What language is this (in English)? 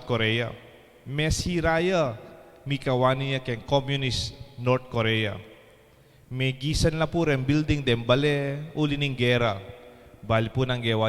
Pampanga